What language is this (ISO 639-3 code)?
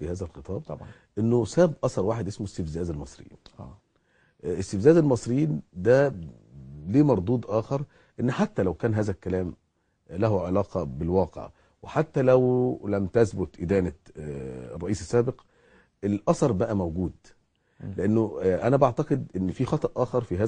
arz